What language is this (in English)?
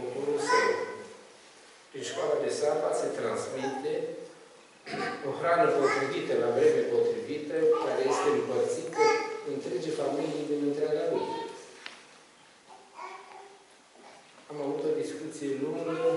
Romanian